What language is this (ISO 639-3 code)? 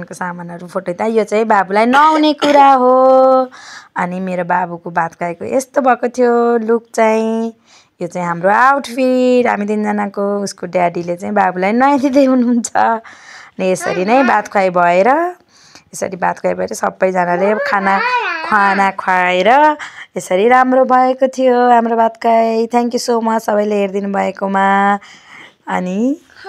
nep